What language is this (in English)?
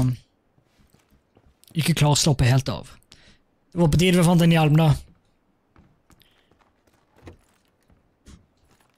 Norwegian